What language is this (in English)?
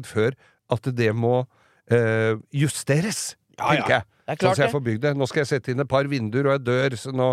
Norwegian